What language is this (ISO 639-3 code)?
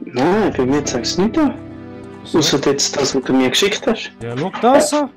gsw